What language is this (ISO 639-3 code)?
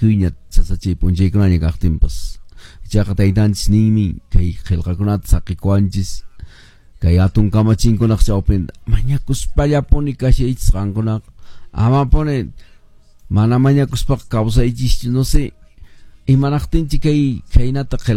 que